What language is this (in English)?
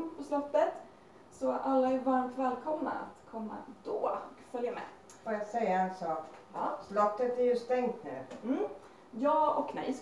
Swedish